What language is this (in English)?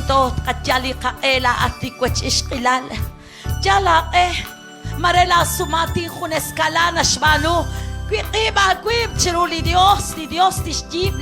Kekchí